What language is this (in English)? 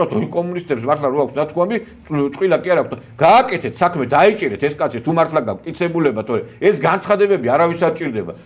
Georgian